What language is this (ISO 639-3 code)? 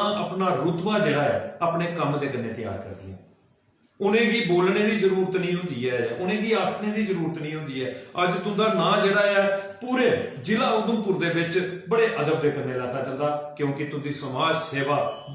doi